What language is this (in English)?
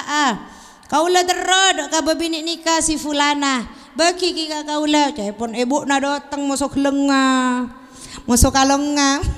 Madurese